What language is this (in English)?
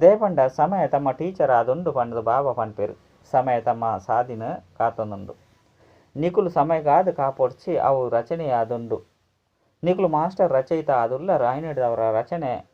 Tulu